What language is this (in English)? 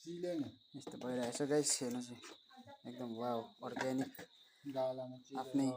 Nepali